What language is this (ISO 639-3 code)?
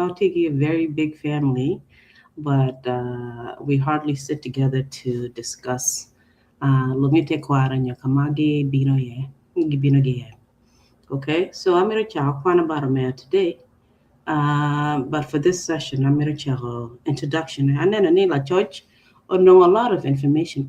ach